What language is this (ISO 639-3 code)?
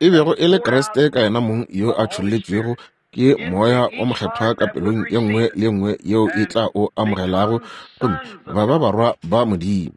nso